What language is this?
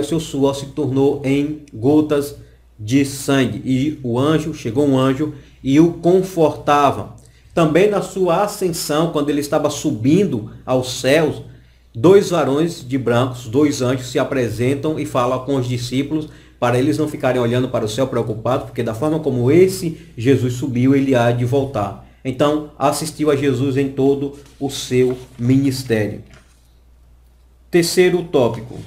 Portuguese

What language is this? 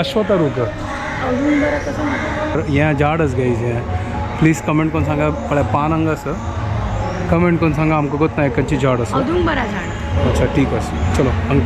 Konkani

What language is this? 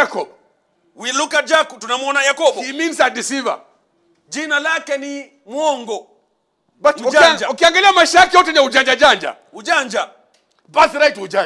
Swahili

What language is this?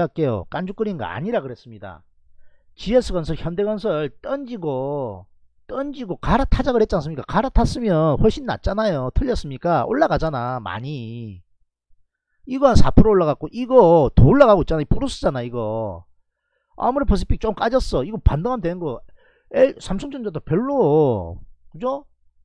Korean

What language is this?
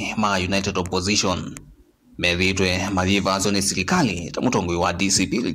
Kamba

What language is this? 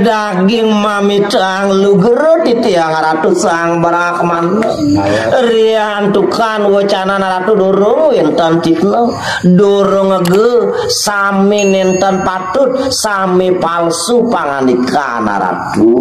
Balinese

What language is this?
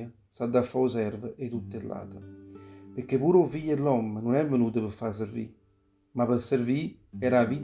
Neapolitan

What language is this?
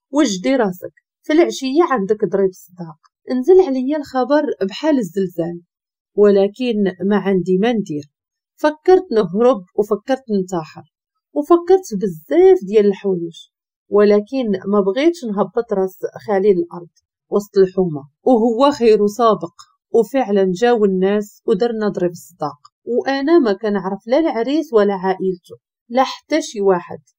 Moroccan Arabic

